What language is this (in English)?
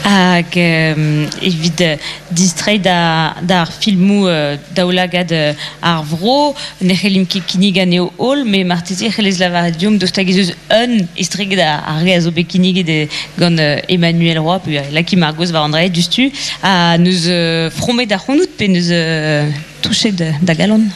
Breton